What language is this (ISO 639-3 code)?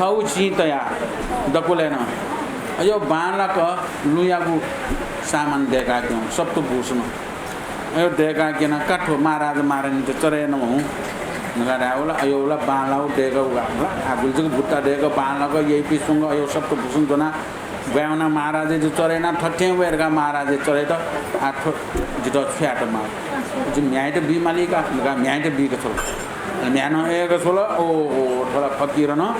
new